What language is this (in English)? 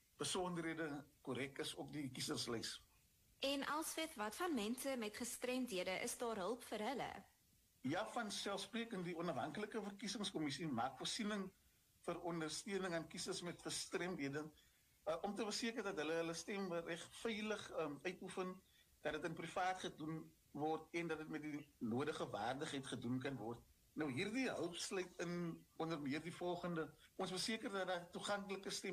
Afrikaans